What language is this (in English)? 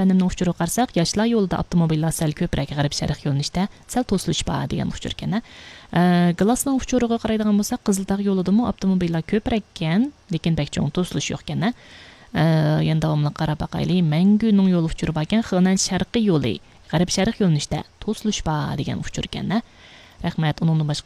Uyghur